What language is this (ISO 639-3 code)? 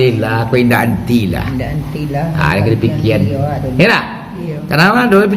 min